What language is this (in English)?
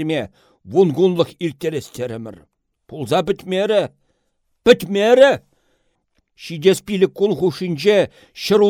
Chuvash